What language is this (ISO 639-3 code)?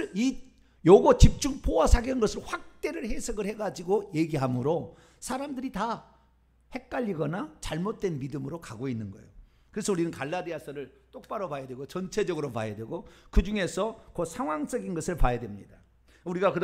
kor